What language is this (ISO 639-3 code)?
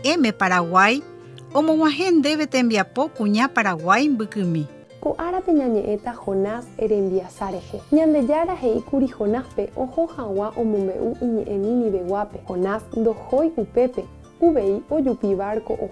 grn